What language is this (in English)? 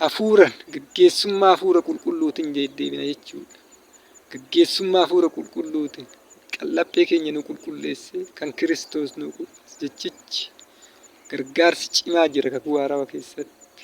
Oromo